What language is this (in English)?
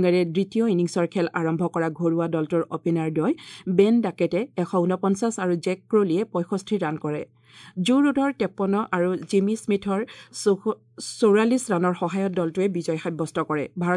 Assamese